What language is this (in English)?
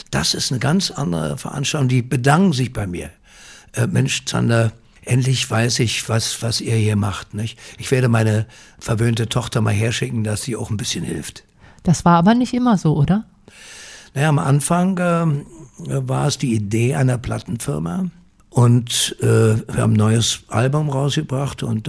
German